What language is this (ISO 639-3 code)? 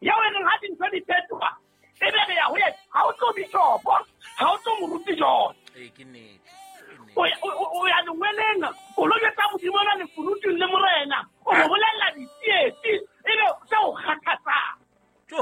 sot